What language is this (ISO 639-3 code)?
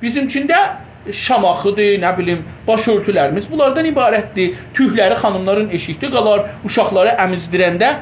azb